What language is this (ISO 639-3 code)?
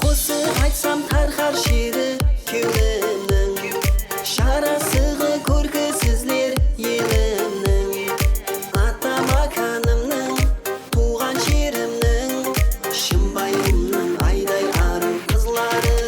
kaa